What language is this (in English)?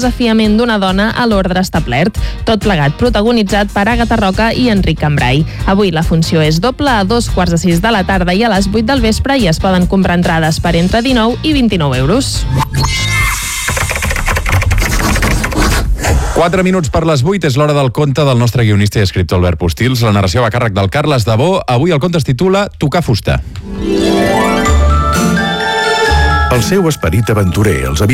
Catalan